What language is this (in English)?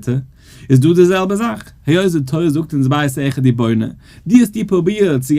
Yiddish